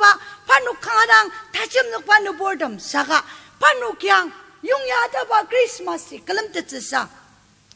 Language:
Ao Naga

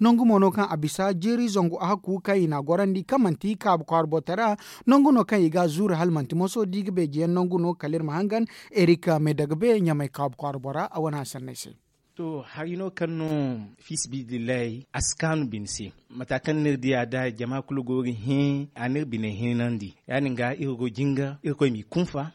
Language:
Zarma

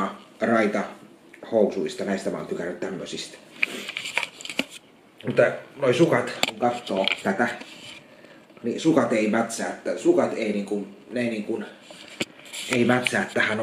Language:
Finnish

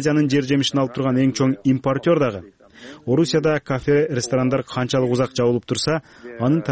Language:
Kyrgyz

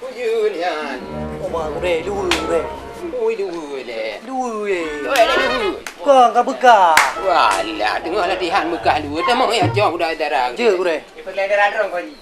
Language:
Achinese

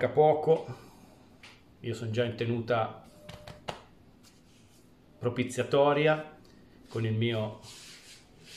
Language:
Italian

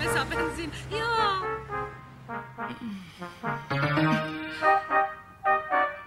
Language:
Slovak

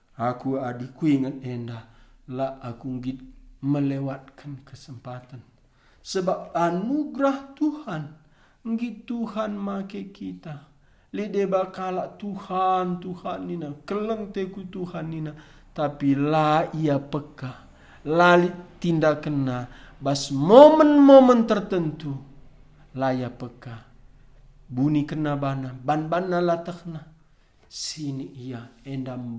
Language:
Batak Karo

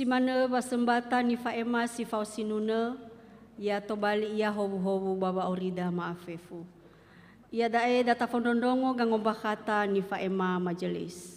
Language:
Nias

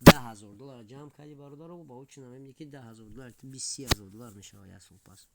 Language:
Tajik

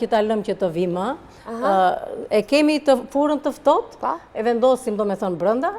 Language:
Albanian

